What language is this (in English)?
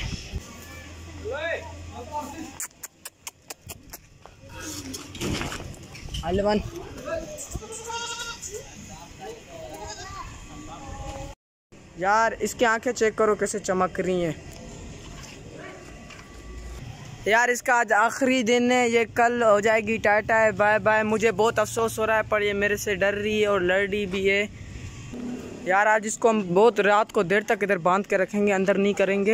Hindi